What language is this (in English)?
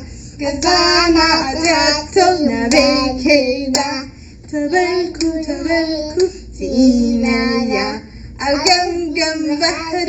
Tigrinya